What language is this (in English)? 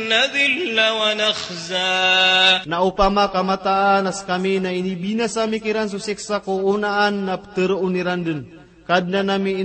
Maranao